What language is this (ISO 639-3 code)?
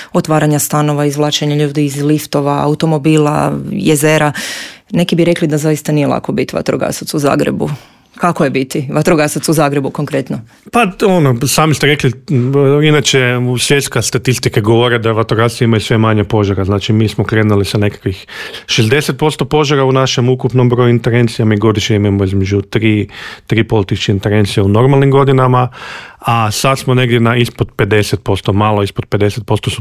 hrv